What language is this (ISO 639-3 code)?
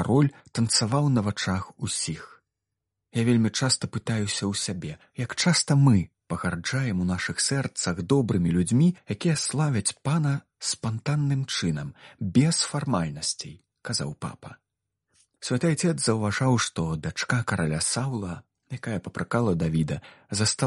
bel